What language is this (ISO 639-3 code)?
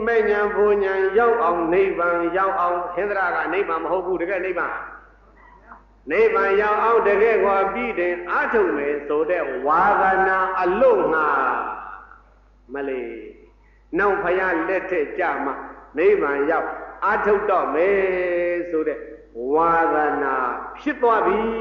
mya